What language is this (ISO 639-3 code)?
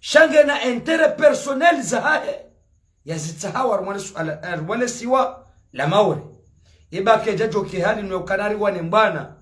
zdj